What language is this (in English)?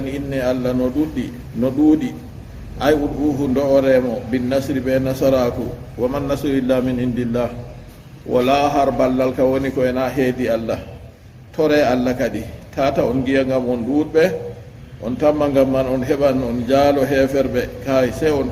Fula